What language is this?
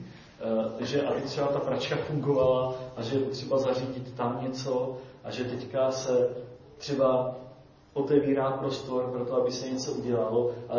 Czech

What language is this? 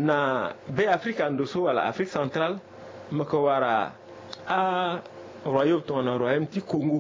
Sango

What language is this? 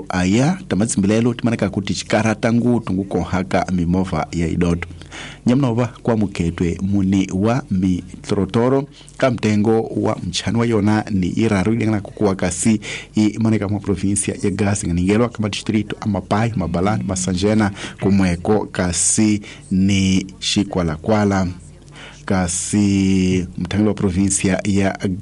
Tsonga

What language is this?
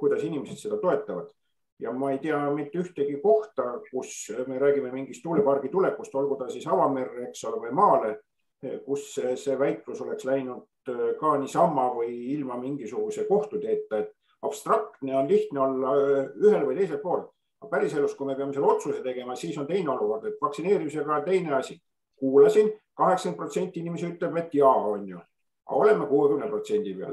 Estonian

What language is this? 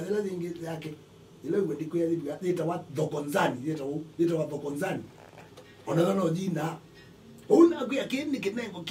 Kamba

